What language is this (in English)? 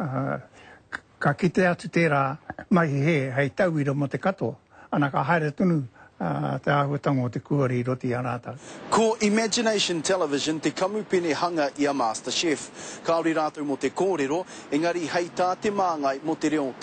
Māori